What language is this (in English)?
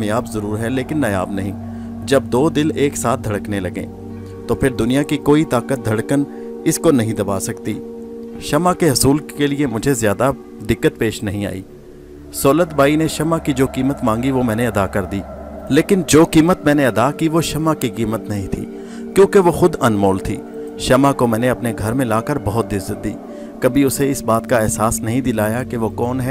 Urdu